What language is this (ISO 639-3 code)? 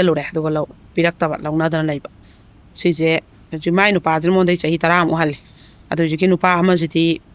mni